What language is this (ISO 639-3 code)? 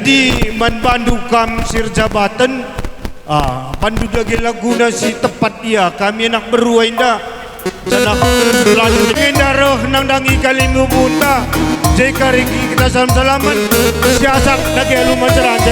btx